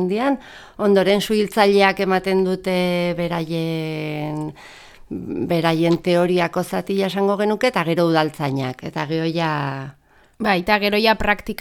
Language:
Basque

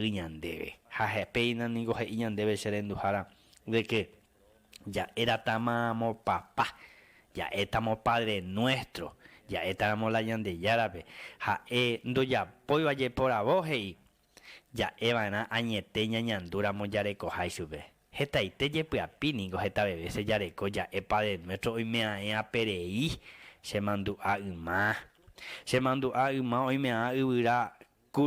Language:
Guarani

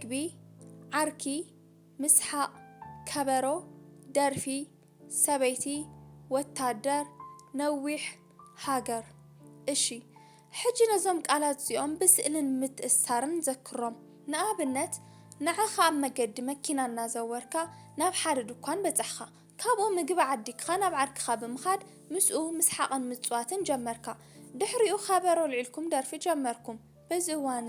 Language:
Tigrinya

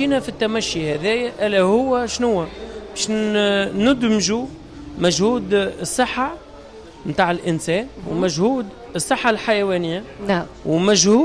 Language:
Tunisian Arabic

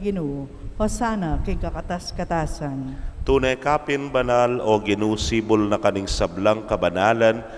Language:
Pampanga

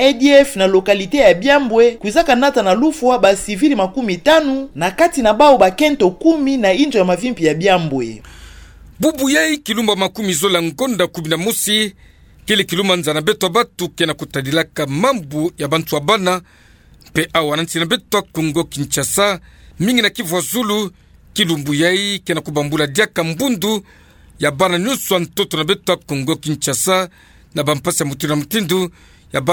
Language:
Kituba (Democratic Republic of Congo)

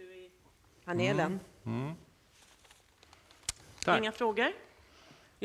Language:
Swedish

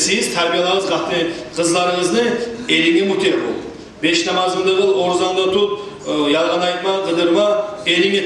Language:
Kumyk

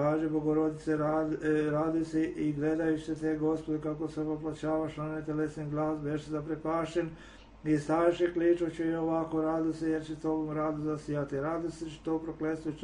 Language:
Serbian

